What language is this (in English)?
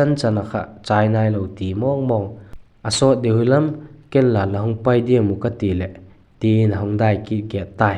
Vaiphei